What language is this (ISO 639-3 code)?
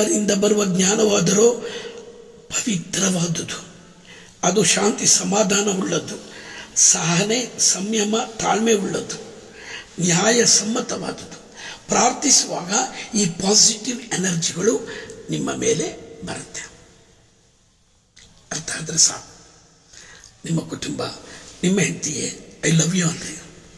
kan